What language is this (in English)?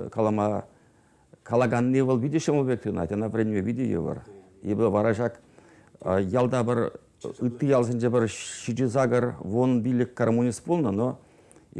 Chuvash